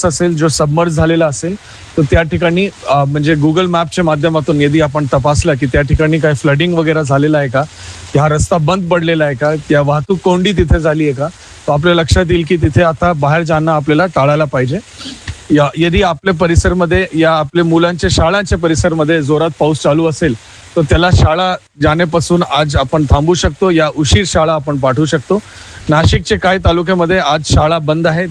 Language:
Marathi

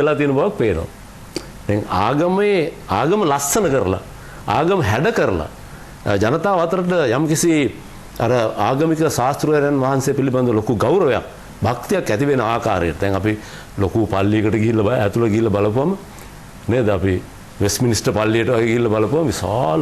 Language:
Sinhala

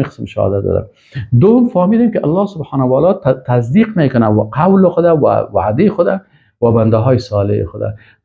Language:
Persian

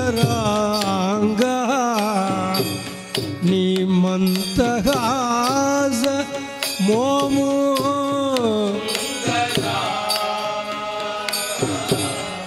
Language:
Telugu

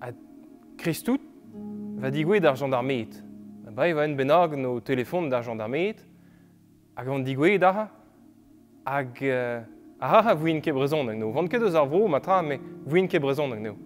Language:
Breton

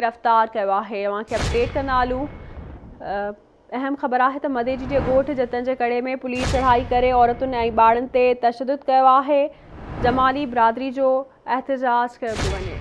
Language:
Sindhi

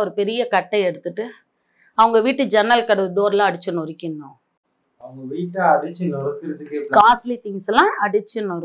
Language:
Tamil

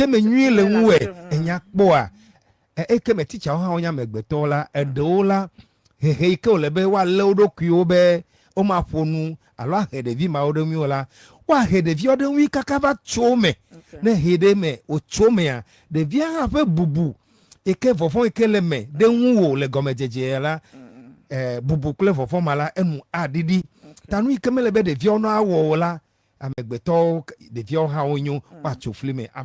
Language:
Ewe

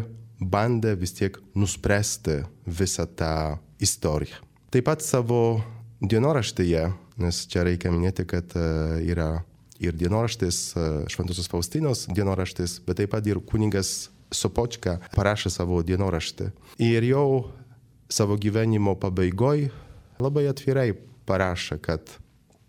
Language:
Lithuanian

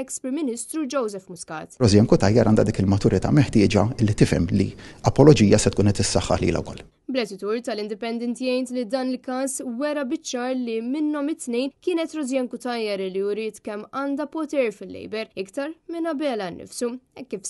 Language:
Maltese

